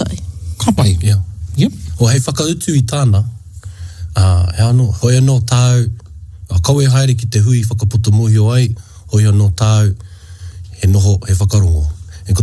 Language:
Māori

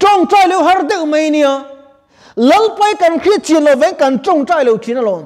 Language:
Mizo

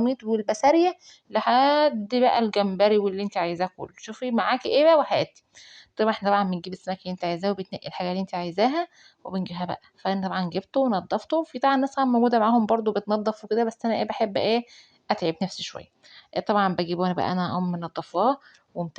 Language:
Egyptian Arabic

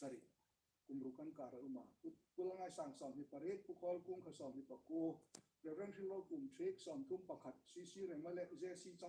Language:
Hmar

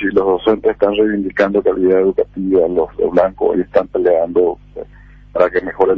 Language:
Spanish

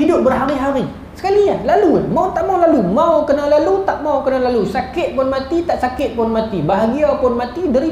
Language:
Malay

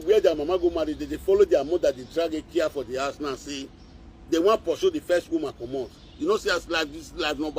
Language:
Nigerian Pidgin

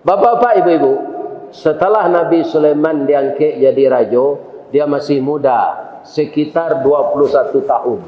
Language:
Minangkabau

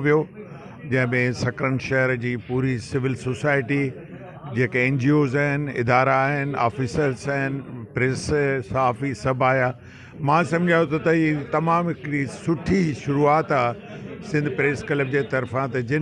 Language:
Sindhi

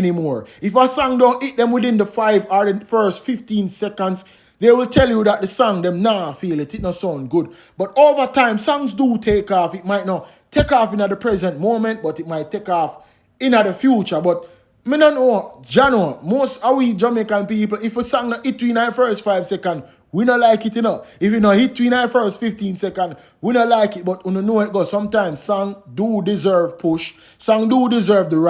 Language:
Jamaican Creole English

